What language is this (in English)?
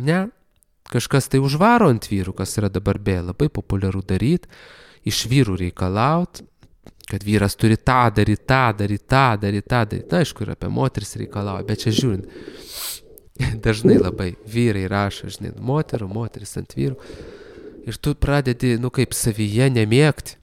Lithuanian